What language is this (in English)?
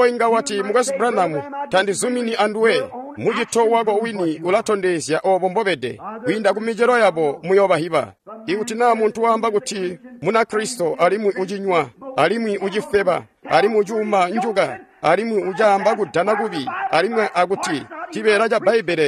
Tonga (Zambia)